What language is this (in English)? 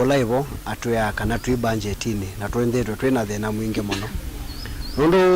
Kamba